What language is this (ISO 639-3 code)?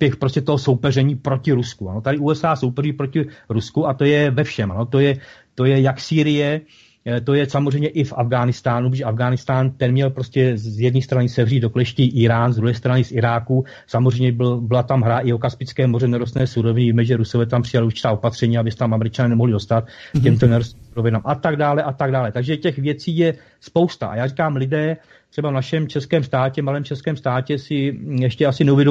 ces